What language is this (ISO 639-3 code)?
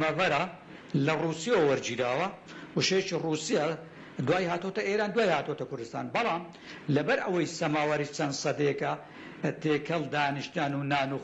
ckb